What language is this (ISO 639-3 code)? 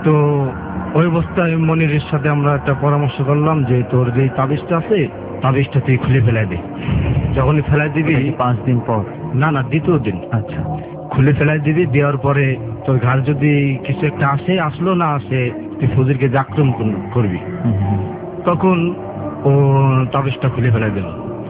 ben